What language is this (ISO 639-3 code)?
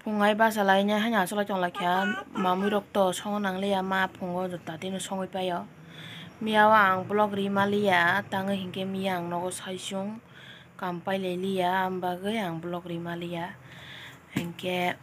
trp